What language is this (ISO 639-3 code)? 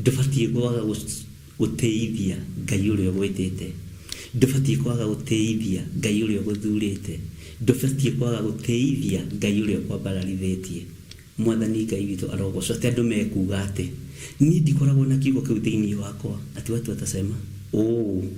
kik